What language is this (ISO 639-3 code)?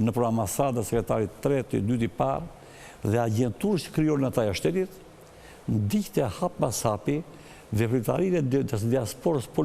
sqi